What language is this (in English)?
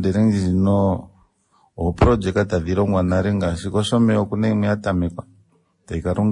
Kuanyama